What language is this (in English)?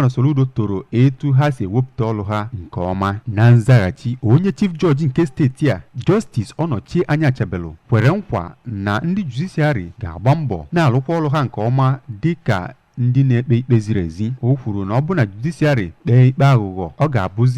Igbo